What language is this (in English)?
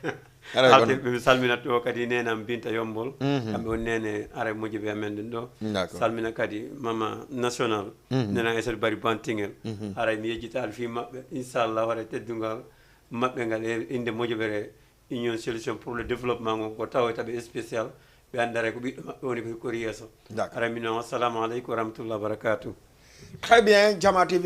Fula